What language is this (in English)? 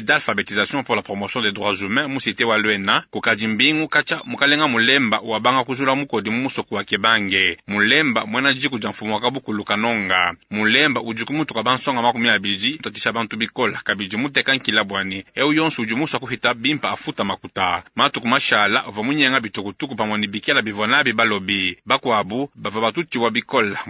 Luba-Lulua